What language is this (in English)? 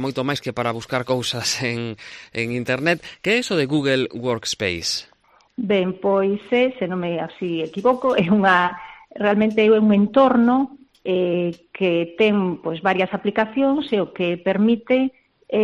Galician